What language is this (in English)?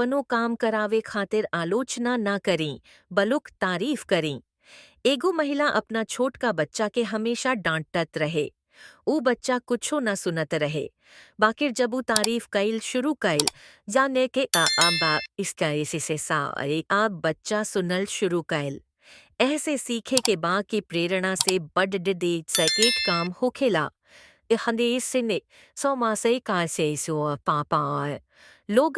Bhojpuri